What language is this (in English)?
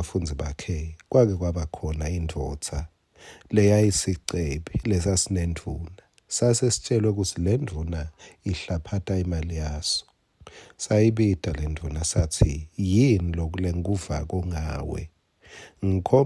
Swati